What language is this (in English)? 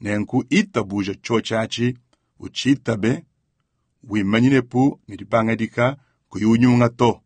Luba-Lulua